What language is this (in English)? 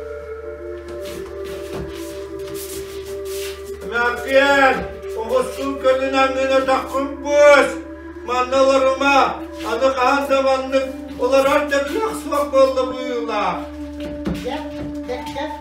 Yakut